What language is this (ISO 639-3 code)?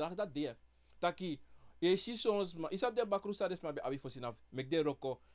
srn